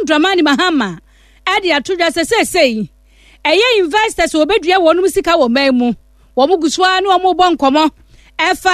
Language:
Akan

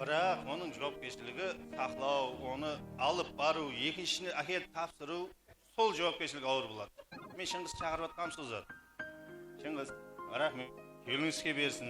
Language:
Kara-Kalpak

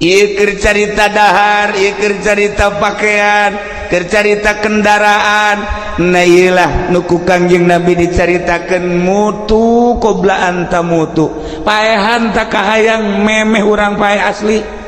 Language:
Sundanese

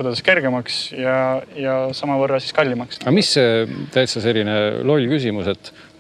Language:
Estonian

